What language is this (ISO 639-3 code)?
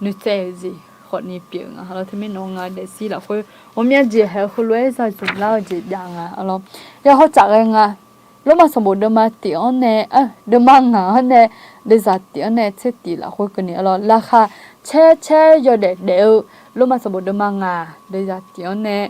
ahk